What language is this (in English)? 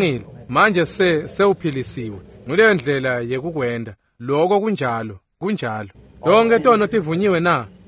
Swati